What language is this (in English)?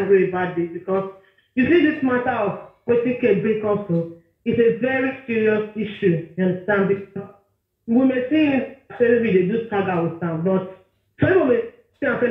Nigerian Pidgin